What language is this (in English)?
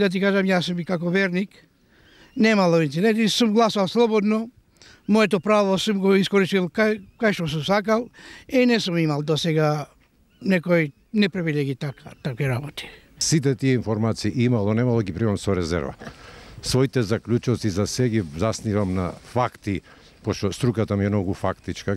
Macedonian